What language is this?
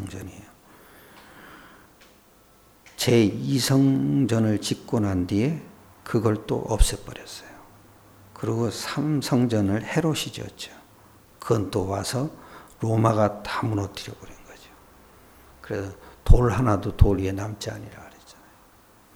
Korean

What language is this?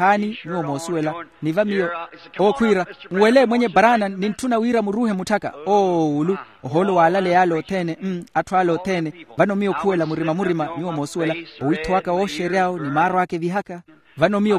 Makhuwa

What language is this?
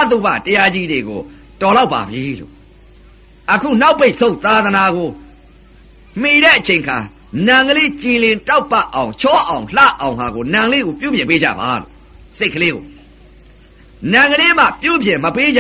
Burmese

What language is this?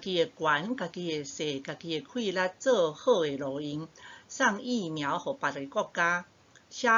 Min Nan Chinese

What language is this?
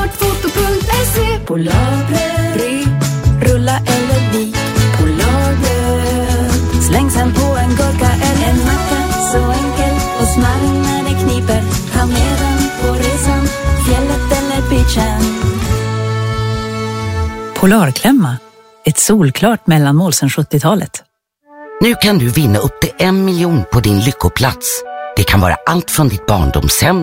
Swedish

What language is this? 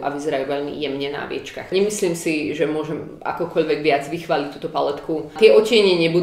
Slovak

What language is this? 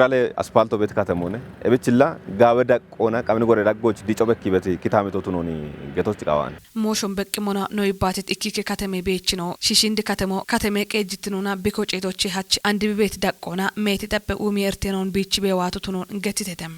Kafa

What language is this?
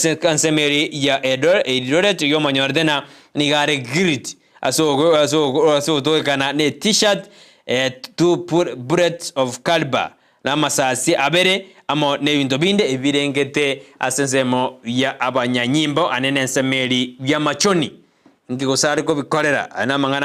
Gusii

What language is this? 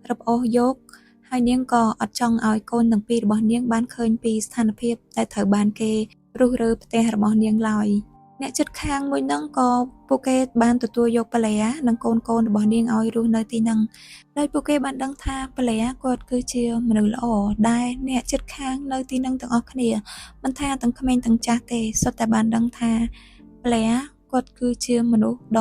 Khmer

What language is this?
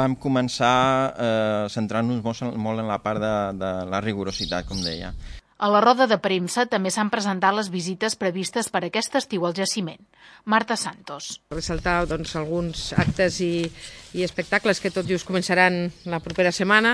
Catalan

